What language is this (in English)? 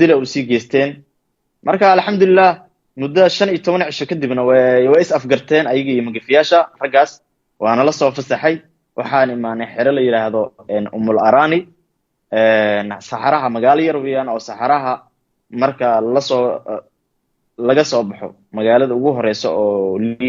Somali